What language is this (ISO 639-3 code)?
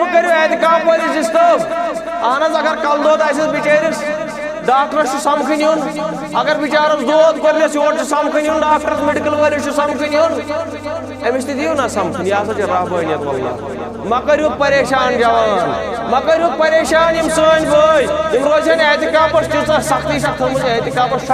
kas